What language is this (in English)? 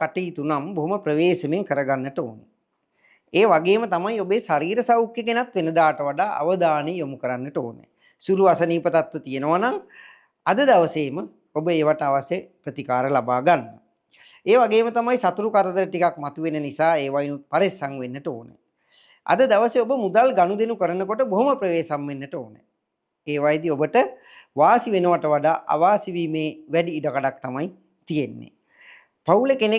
Sinhala